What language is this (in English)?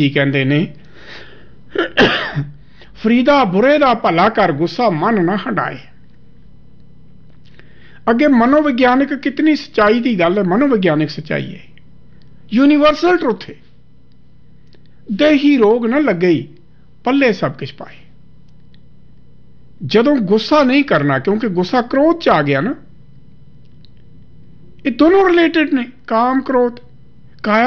Punjabi